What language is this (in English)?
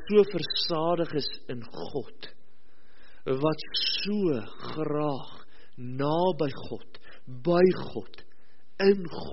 Afrikaans